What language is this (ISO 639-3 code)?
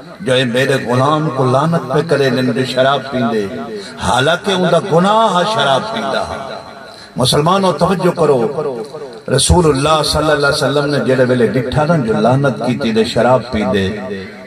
skr